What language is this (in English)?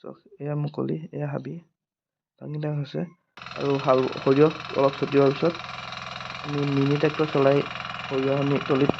Assamese